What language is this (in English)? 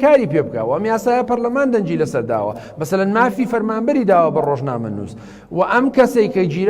Central Kurdish